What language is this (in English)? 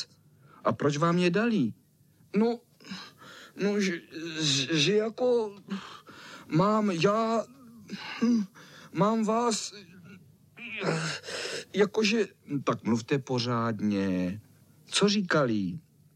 Czech